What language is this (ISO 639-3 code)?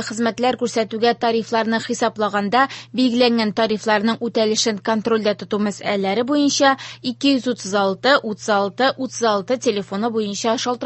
tat